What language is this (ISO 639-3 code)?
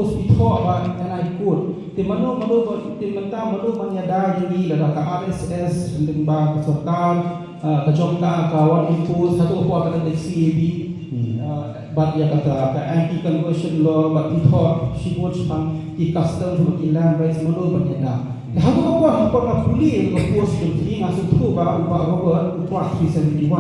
kha